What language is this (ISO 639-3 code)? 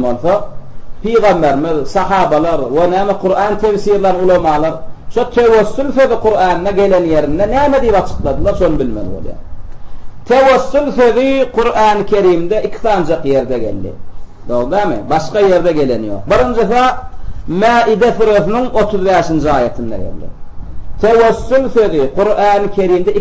tuk